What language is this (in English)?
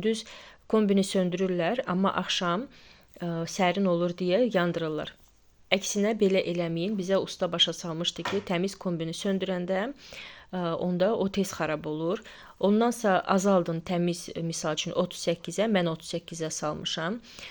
Azerbaijani